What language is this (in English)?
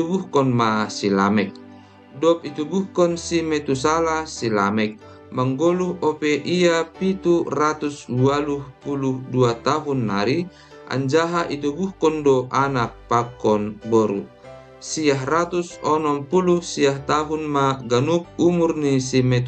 Batak Simalungun